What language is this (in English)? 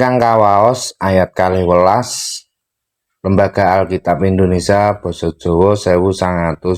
Javanese